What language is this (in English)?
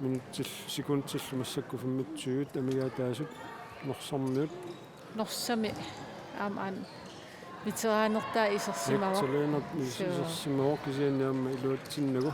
Kalaallisut